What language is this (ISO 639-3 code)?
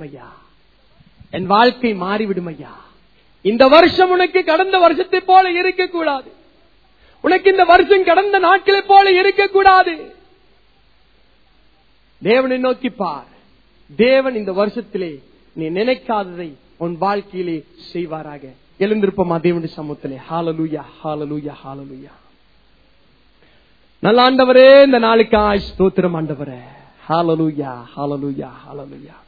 tam